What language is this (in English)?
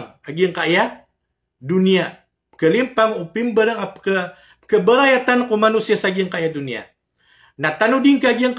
Maranao